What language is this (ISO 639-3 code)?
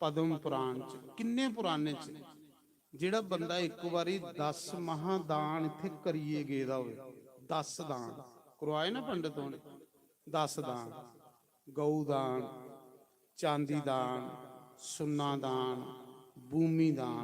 doi